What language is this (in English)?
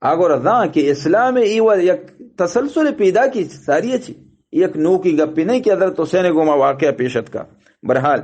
Eastern Balochi